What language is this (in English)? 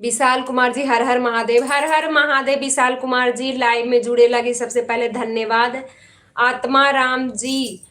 Magahi